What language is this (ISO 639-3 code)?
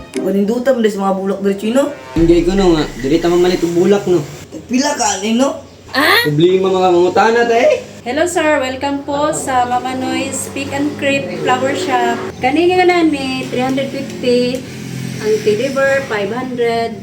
ceb